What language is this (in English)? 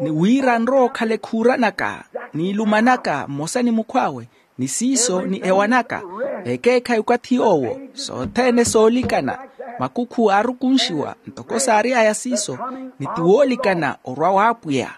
Makhuwa